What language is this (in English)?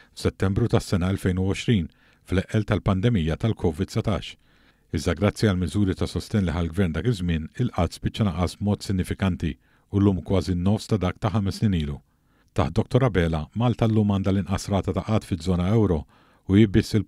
Maltese